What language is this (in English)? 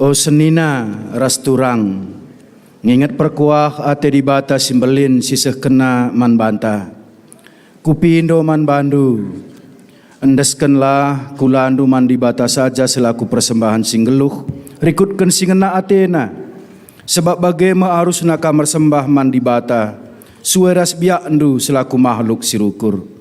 Batak Karo